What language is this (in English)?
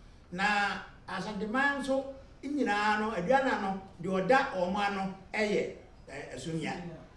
Akan